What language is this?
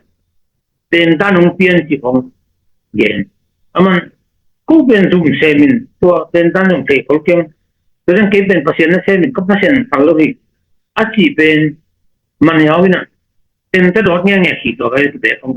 Tedim Chin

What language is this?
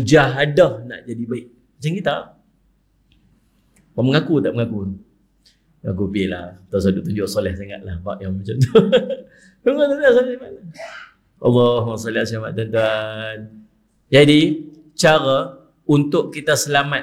Malay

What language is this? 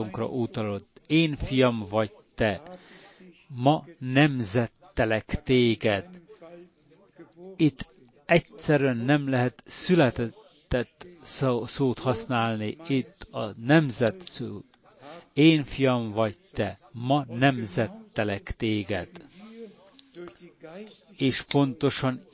Hungarian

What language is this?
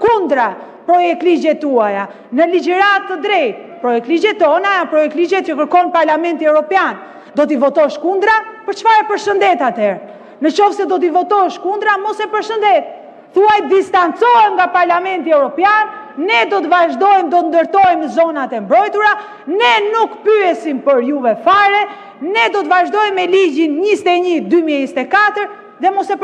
Albanian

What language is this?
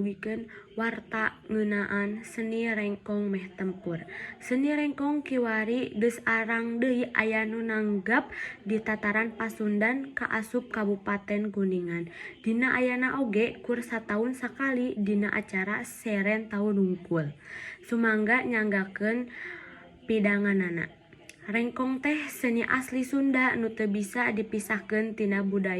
Sundanese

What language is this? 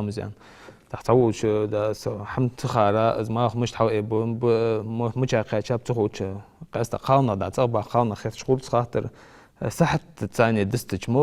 Ingush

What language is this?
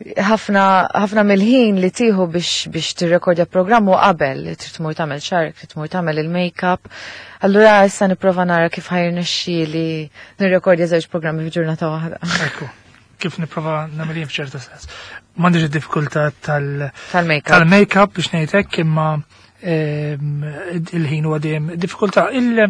Maltese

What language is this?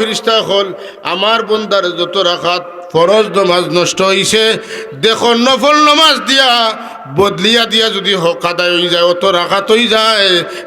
Sylheti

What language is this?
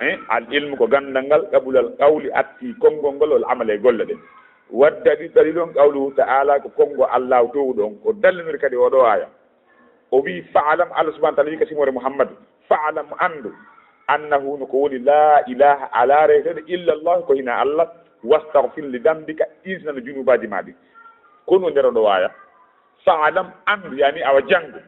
Fula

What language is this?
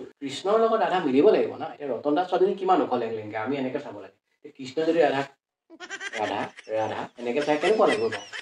Assamese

